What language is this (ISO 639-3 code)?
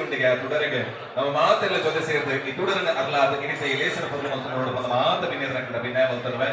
tcy